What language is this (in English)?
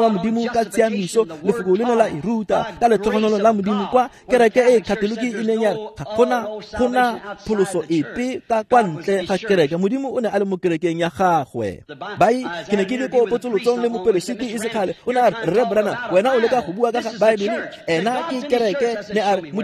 Tswana